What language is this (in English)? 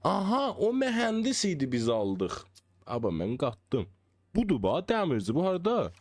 South Azerbaijani